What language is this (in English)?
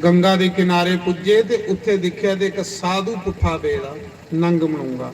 Dogri